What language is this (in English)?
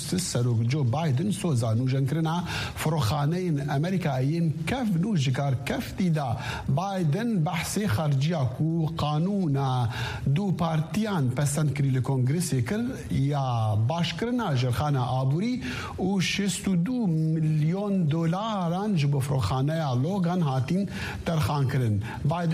Kurdish